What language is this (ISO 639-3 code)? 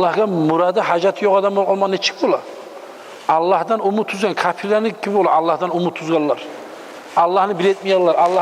kum